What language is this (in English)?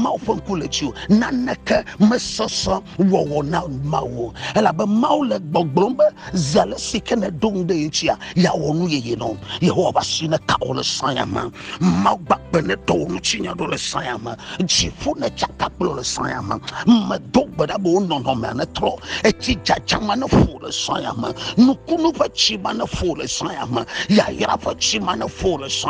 Ewe